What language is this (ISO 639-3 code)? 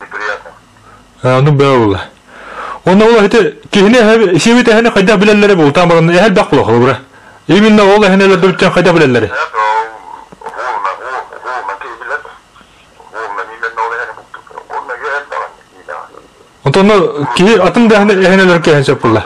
sah